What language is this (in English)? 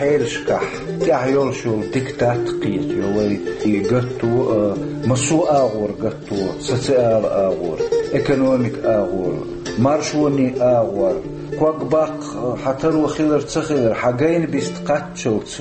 Chechen